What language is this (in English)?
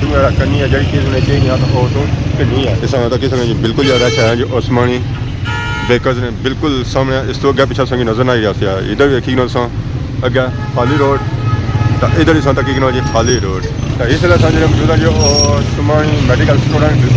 Pahari-Potwari